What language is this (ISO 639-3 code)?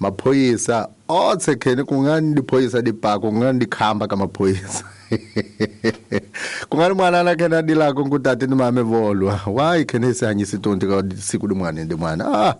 tso